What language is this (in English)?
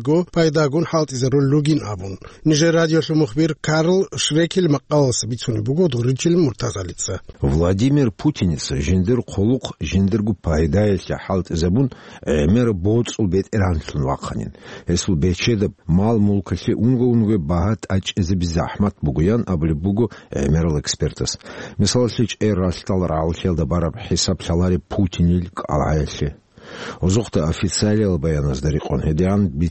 Avaric